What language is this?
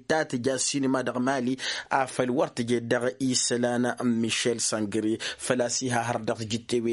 Tamasheq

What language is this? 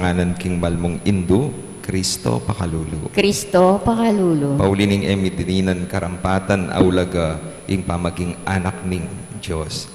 Pampanga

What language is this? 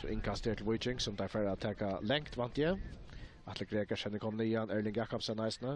Faroese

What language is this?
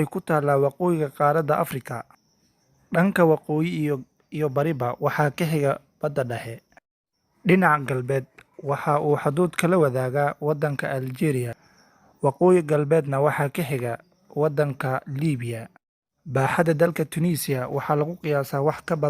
Somali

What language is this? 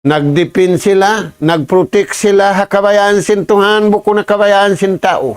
Tausug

